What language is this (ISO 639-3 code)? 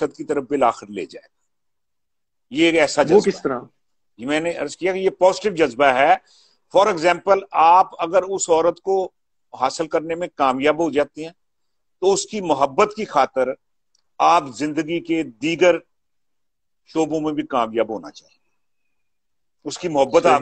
urd